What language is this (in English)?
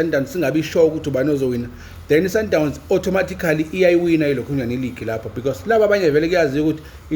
Zulu